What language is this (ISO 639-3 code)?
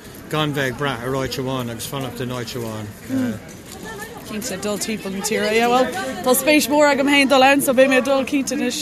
gle